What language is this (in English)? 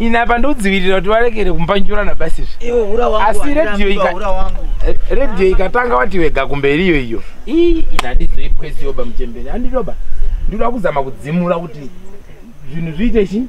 Shona